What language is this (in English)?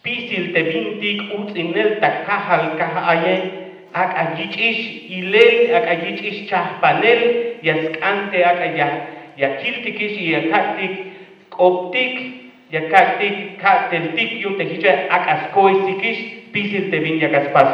Tzeltal